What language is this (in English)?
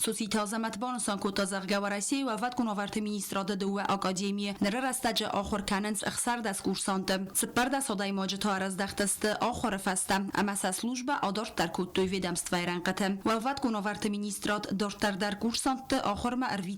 Ossetic